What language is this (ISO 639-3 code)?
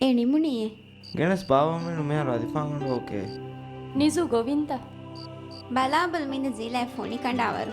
div